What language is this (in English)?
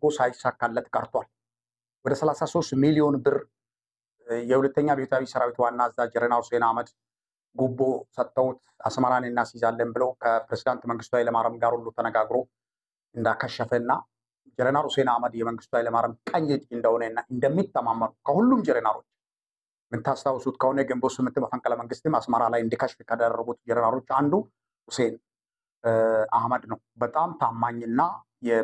Amharic